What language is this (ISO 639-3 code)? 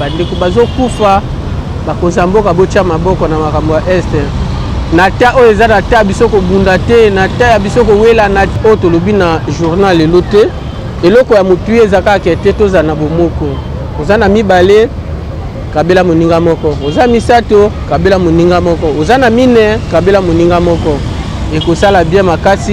lin